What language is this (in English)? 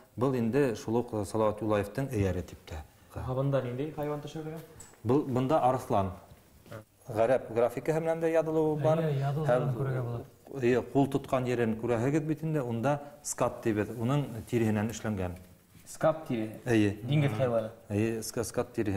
Bashkir